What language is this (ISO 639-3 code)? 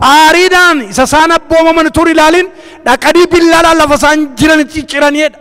orm